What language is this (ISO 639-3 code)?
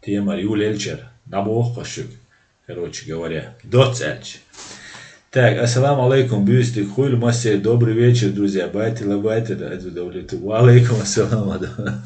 che